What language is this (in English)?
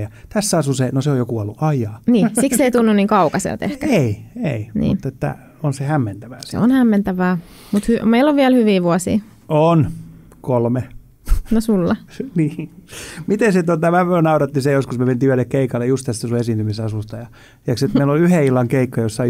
Finnish